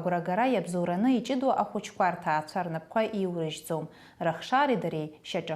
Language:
Abkhazian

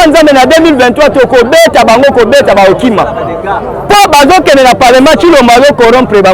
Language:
Lingala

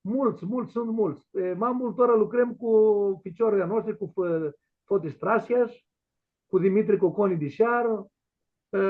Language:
Aromanian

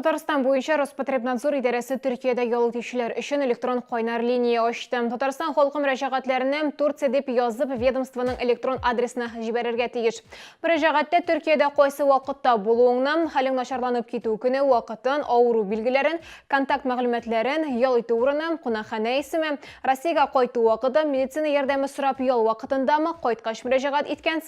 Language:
Tatar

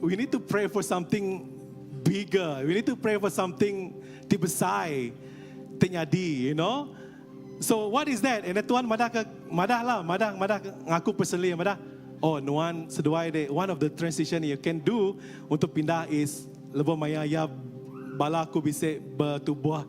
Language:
Iban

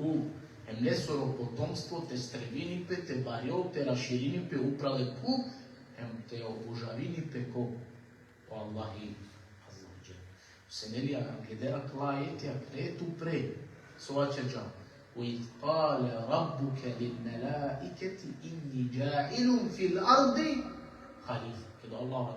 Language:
Balkan Romani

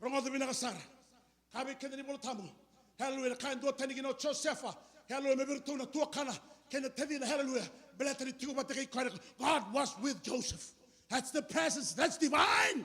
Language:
Fijian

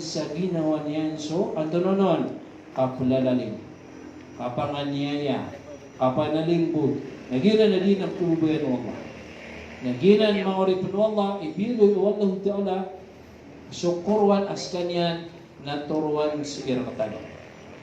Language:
Maranao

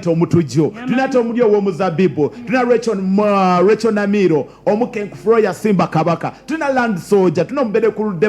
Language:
Soga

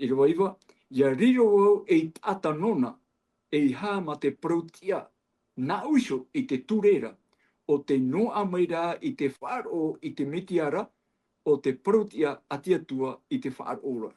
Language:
Tahitian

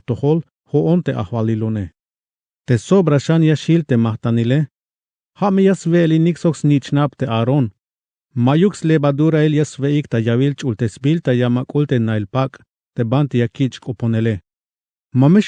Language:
Tzeltal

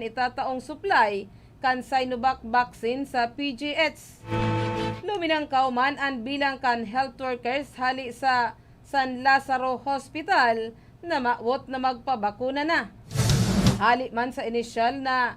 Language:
Bikol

